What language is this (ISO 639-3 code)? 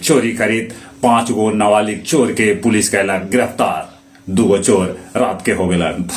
mag